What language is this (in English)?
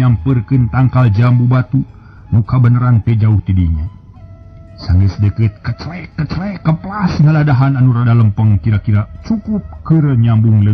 Sundanese